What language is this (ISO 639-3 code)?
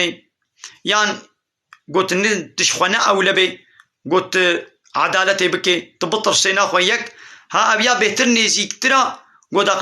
kur